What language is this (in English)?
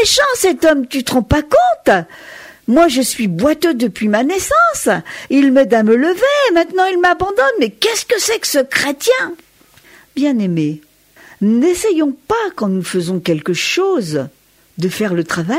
French